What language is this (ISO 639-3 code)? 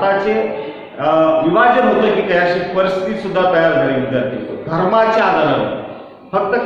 mar